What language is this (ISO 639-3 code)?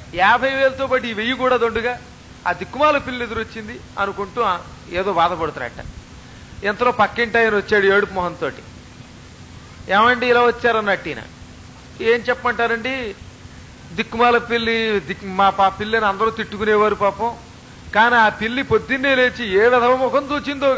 tel